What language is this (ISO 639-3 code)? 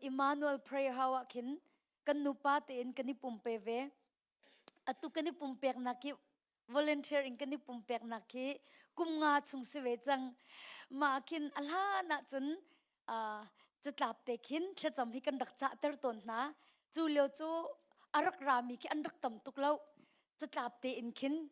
cnh